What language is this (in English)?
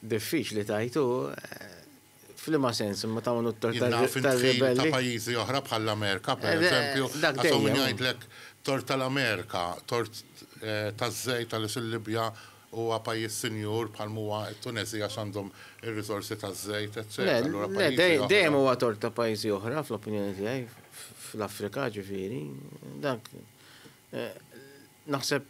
Maltese